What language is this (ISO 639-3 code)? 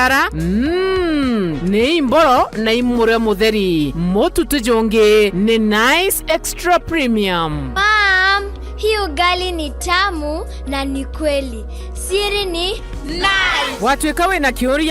mer